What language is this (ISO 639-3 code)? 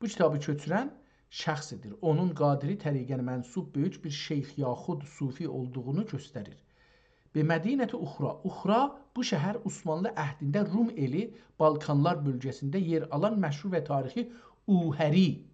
azb